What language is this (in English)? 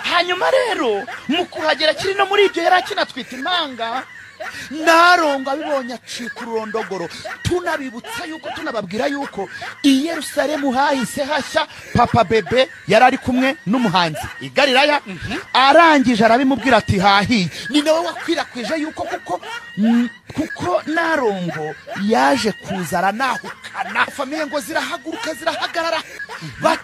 Kinyarwanda